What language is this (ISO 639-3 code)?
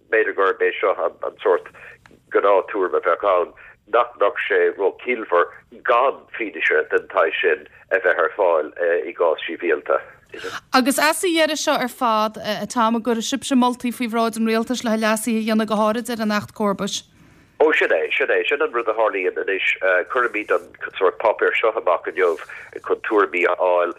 gle